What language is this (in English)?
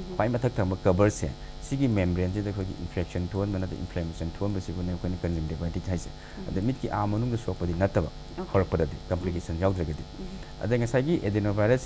Manipuri